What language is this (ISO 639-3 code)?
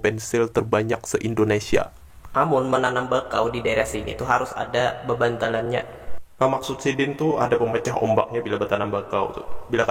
bjn